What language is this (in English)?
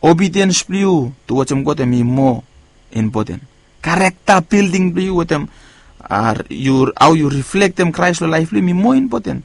Bislama